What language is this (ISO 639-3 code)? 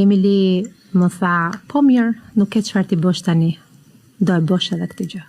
sqi